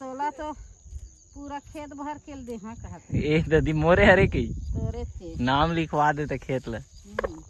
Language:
Chhattisgarhi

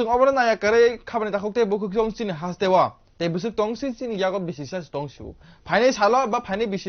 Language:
Kok Borok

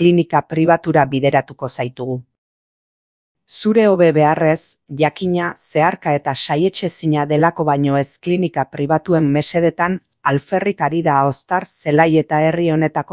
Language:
Basque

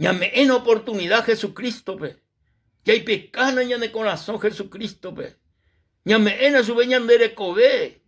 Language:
Guarani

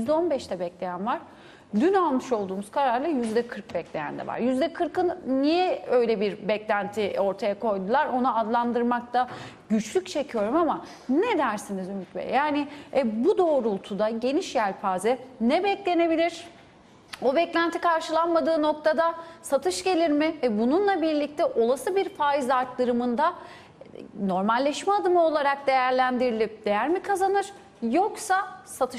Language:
Turkish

